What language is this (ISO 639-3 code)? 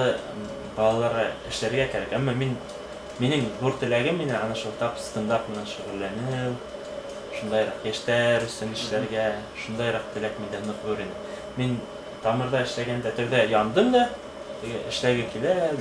bak